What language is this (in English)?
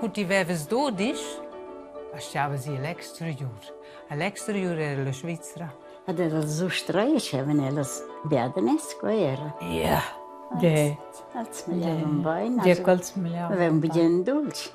Romansh